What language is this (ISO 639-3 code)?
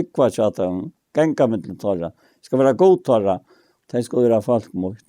fao